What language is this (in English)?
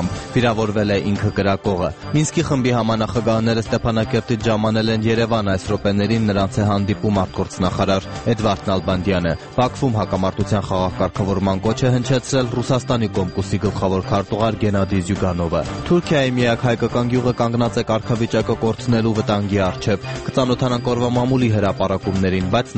Armenian